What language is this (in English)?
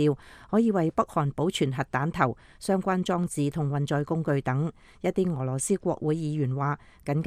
Cantonese